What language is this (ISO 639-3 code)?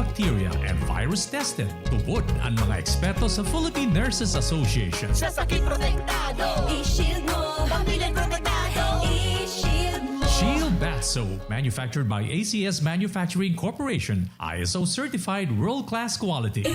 bik